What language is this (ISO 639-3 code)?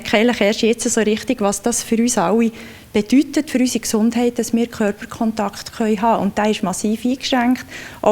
gsw